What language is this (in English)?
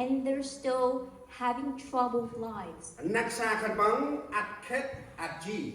Central Mnong